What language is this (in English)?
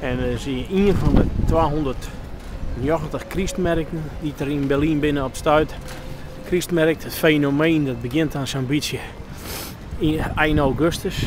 Western Frisian